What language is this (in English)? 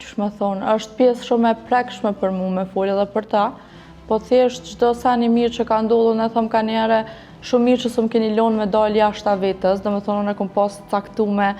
Albanian